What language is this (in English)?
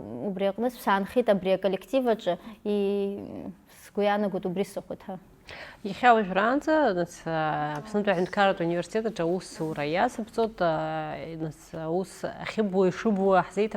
Abkhazian